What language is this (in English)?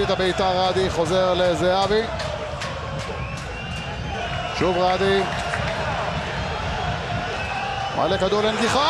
Hebrew